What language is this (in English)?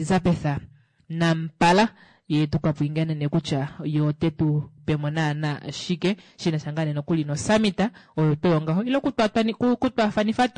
Kuanyama